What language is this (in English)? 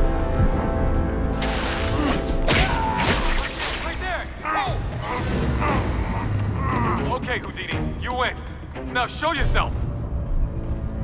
English